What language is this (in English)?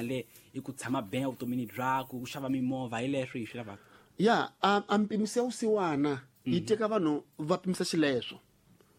Tsonga